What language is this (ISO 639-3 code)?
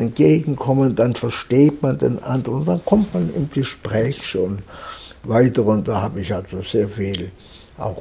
deu